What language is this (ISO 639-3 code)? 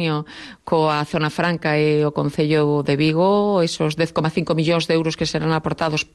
glg